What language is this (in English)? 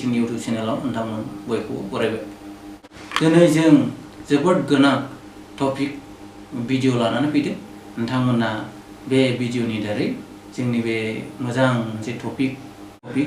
Bodo